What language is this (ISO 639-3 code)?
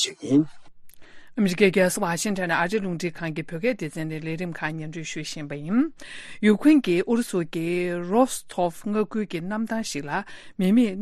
bod